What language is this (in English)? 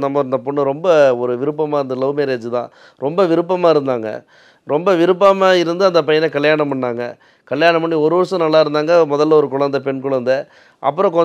Tamil